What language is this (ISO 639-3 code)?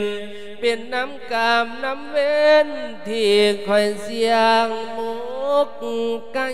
lao